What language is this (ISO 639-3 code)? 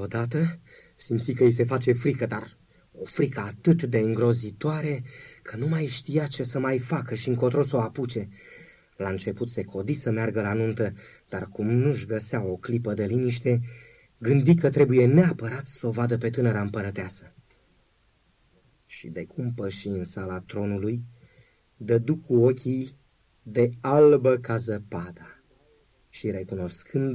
ron